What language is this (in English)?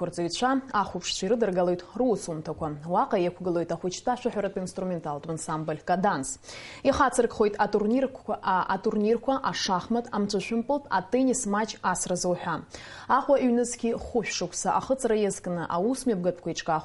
Abkhazian